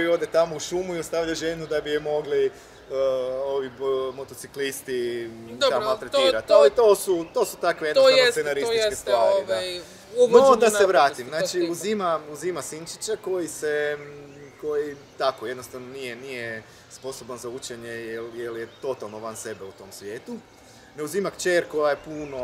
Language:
Croatian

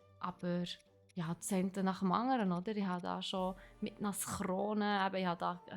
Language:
Swiss German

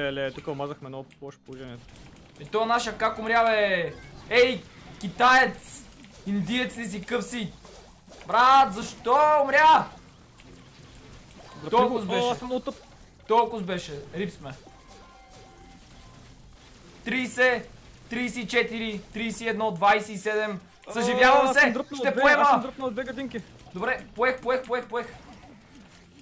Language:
Bulgarian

